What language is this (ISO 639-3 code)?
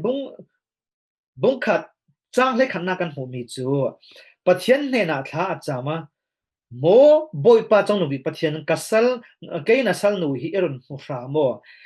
cfm